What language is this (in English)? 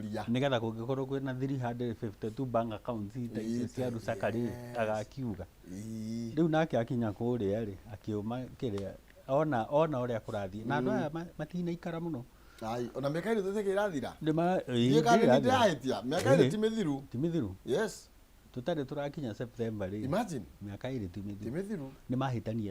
Kikuyu